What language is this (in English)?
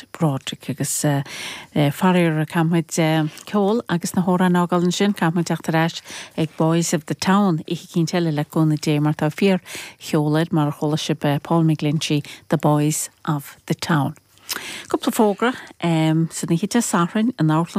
Irish